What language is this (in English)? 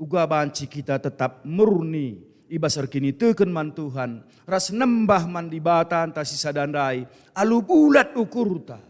Batak Karo